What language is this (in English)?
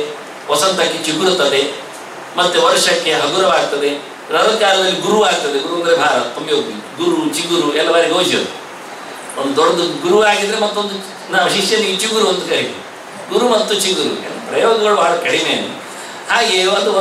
Kannada